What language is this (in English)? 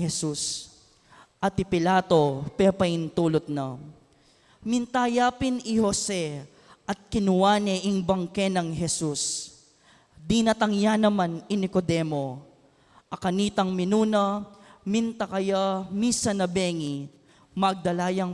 Pampanga